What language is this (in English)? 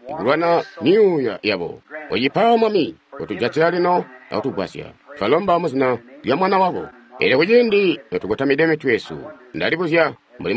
Tonga (Zambia)